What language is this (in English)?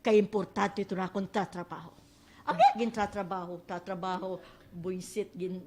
Waray